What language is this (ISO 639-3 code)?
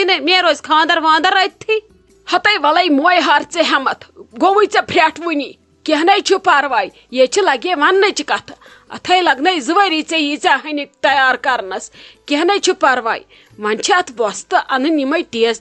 kas